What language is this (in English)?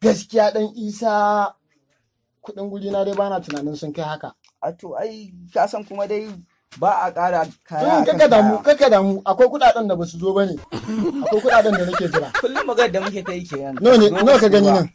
Hausa